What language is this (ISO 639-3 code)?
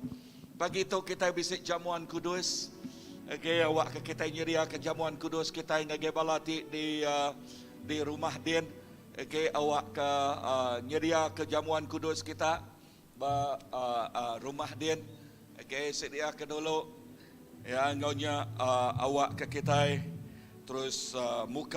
iba